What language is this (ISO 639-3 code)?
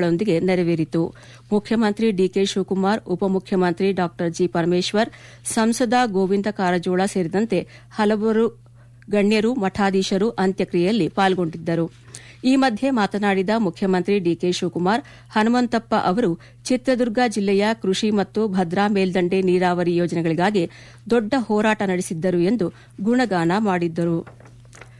kan